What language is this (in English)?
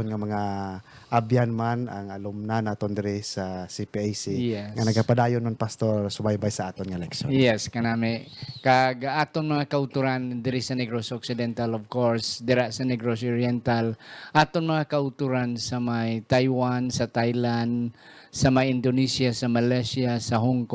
Hiligaynon